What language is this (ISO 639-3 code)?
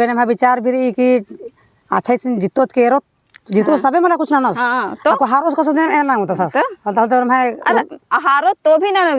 kru